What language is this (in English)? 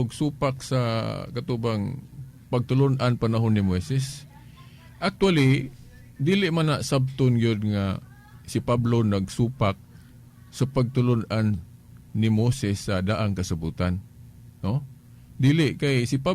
Cebuano